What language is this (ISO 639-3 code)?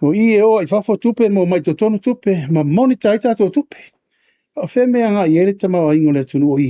smo